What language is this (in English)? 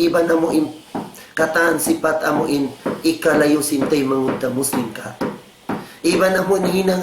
Tausug